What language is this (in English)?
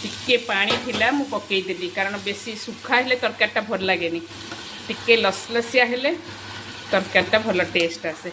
Odia